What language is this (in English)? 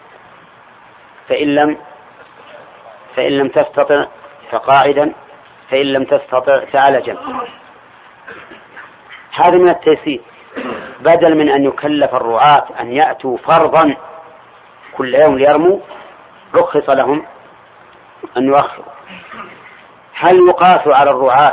Arabic